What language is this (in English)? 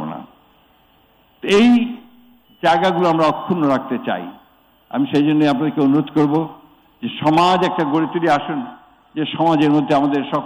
Bangla